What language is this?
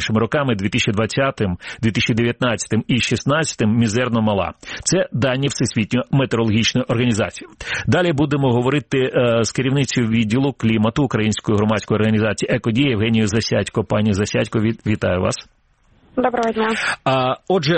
Ukrainian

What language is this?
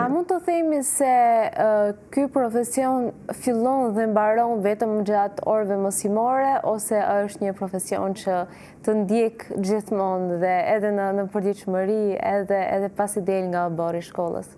Albanian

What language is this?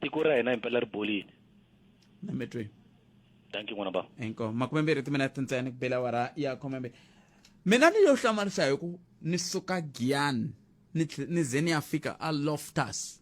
Tsonga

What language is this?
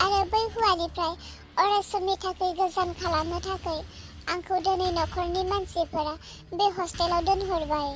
Bodo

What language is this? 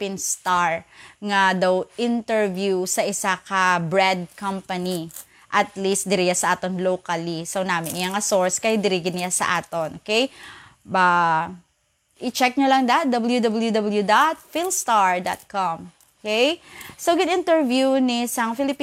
Hiligaynon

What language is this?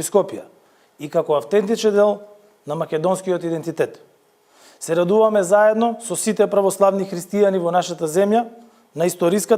Macedonian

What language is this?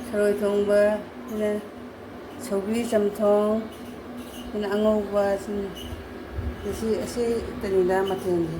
Manipuri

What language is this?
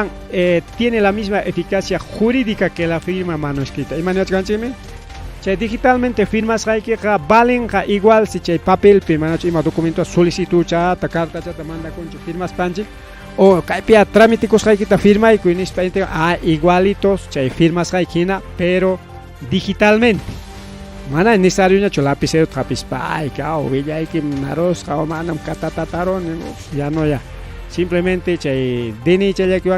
Ayacucho Quechua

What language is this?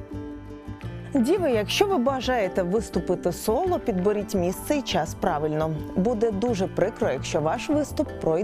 Ukrainian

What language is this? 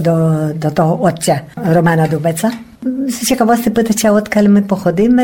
Rusyn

